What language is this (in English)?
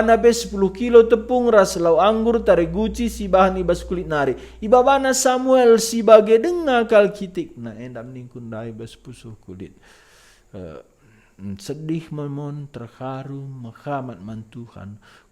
Batak Karo